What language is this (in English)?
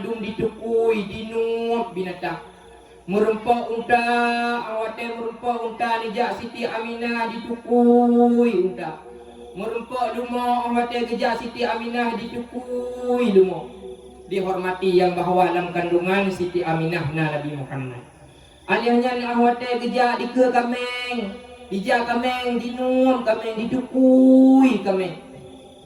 Achinese